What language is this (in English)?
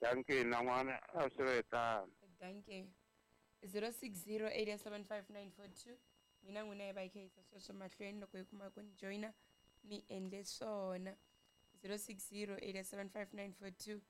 Tsonga